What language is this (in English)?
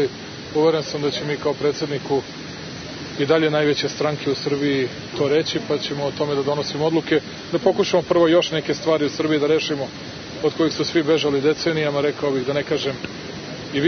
Serbian